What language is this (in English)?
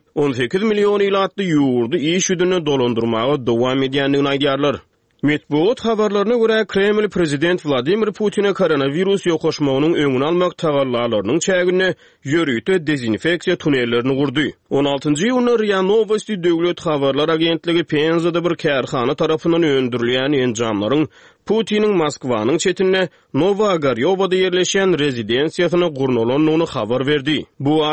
Turkmen